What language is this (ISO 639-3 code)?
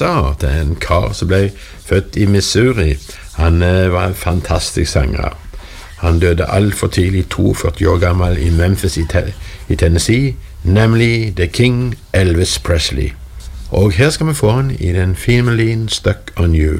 nor